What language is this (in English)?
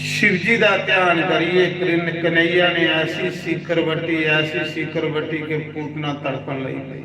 Dogri